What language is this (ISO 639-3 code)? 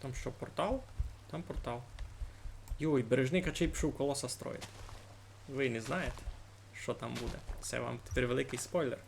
rue